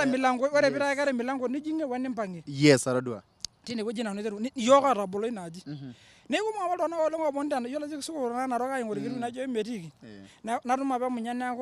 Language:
Masai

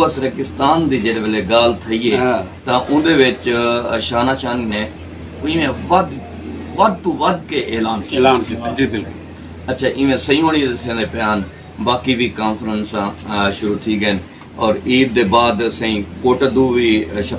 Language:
Saraiki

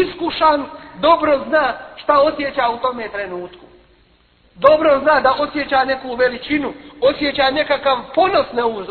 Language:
Bosnian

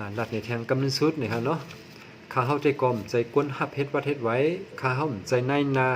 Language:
Shan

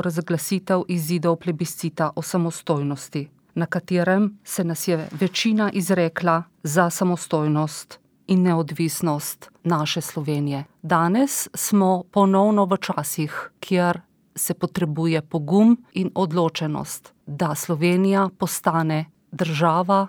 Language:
Slovenian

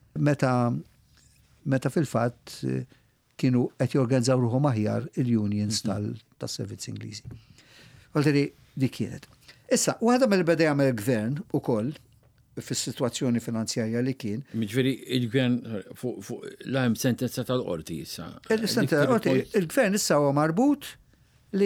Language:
Maltese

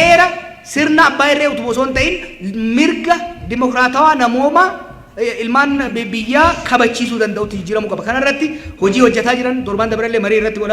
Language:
Oromo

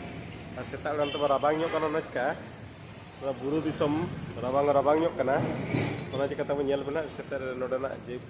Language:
Santali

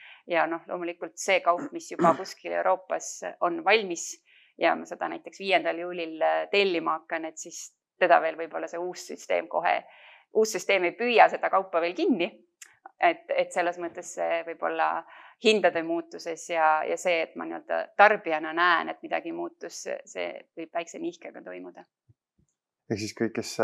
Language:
Estonian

